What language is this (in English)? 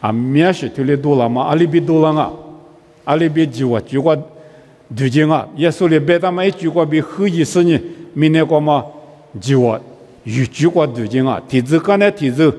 Lisu